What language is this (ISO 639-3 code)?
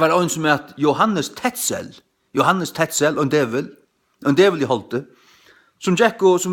fao